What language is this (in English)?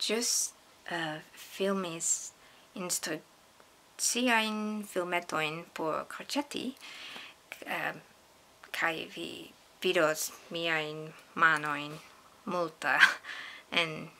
Esperanto